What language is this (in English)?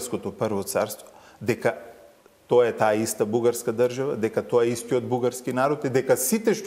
Macedonian